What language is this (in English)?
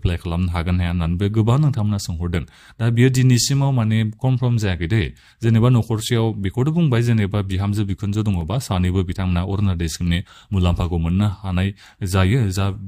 Bodo